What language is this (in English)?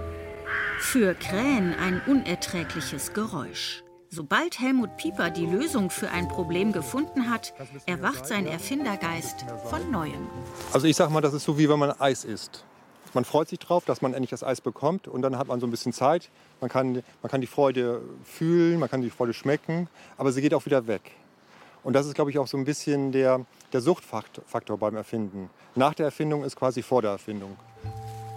German